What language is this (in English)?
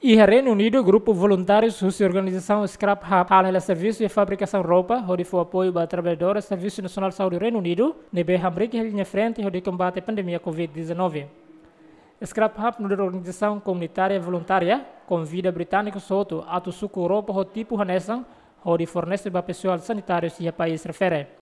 Tetum